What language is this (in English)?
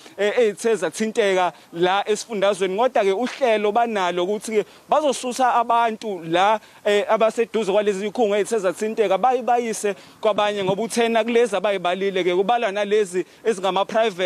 Zulu